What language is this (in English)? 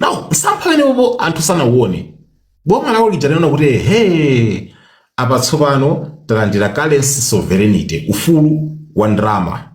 Nyanja